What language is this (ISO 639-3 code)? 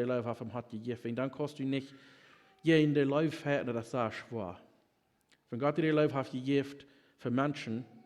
pdt